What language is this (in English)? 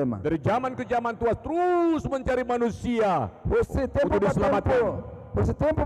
Tetum